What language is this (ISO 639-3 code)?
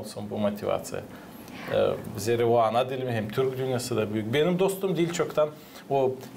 gag